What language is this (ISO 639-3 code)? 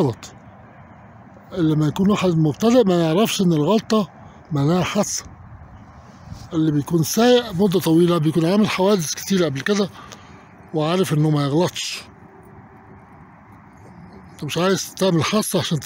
arz